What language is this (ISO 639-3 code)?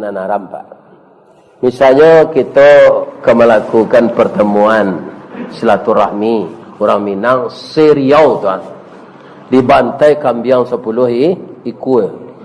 min